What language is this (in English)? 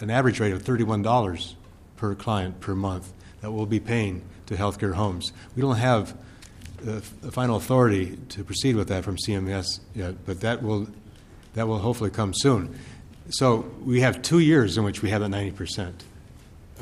English